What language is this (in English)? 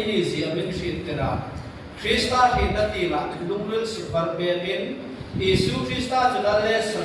Hmar